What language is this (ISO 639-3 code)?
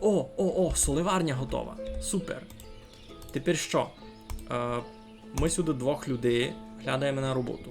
rue